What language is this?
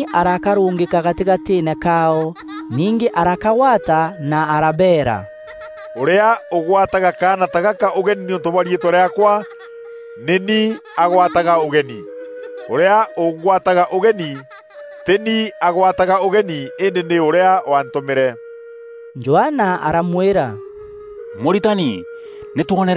Meru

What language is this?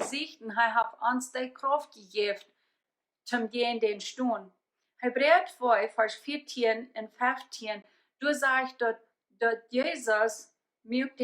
Plautdietsch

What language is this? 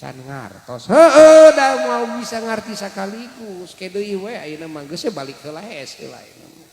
Sundanese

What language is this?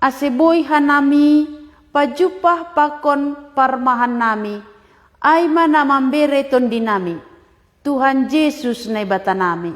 Batak Simalungun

